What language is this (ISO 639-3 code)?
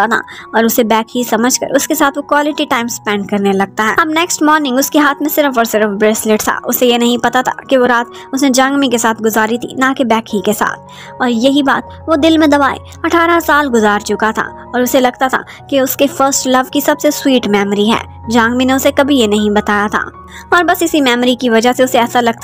hin